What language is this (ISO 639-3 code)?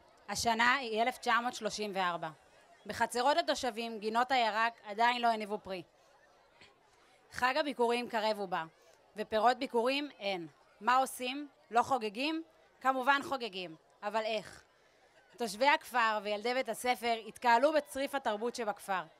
heb